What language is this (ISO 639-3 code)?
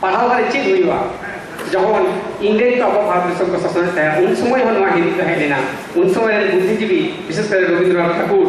sat